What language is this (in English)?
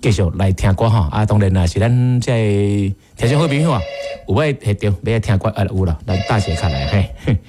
Min Nan Chinese